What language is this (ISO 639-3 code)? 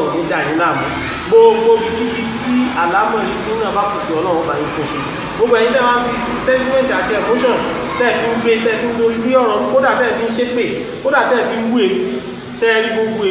yor